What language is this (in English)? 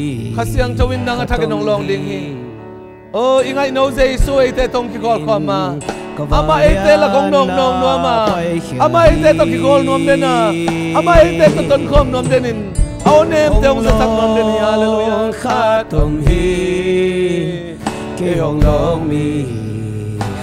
Tedim Chin